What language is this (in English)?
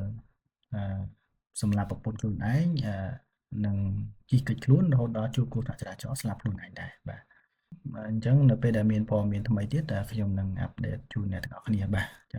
Khmer